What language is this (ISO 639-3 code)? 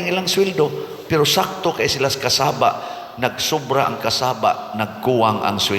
ceb